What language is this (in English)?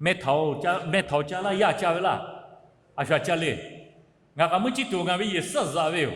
Lahu